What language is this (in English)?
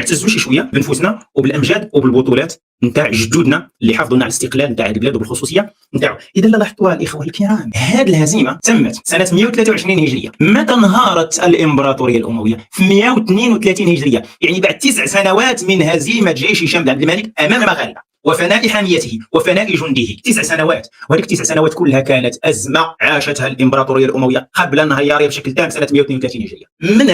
Moroccan Arabic